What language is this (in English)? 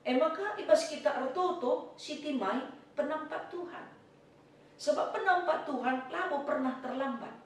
Batak Karo